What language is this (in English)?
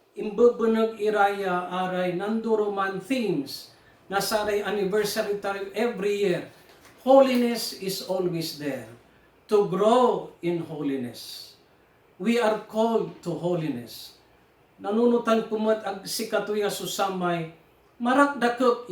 Pangasinan